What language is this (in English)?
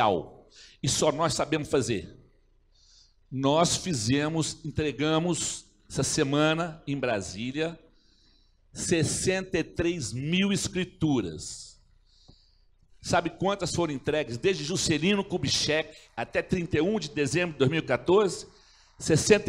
Portuguese